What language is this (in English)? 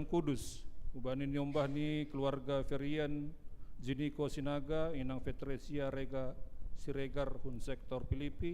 Batak Simalungun